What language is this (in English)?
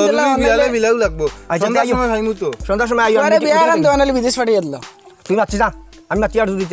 Sylheti